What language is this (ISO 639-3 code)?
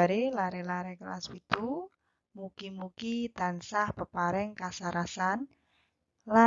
jav